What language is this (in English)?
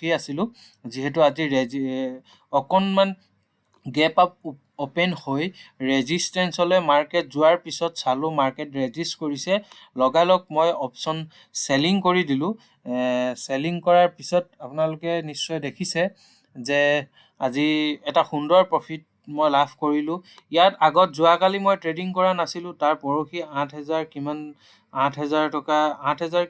Assamese